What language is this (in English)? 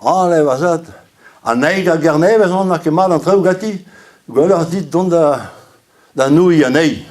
Breton